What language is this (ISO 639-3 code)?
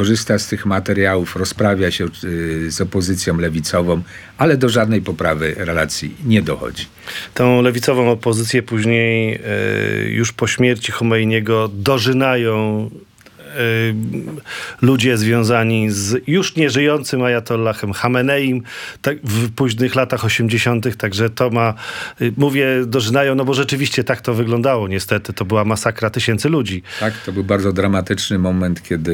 pol